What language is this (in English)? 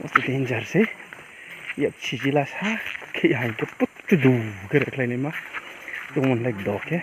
Riang (India)